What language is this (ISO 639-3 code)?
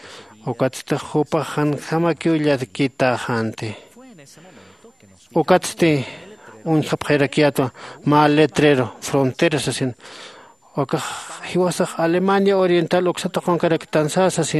aym